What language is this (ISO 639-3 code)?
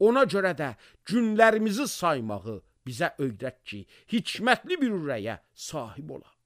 aze